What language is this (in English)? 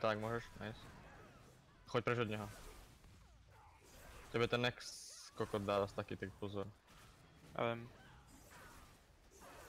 Slovak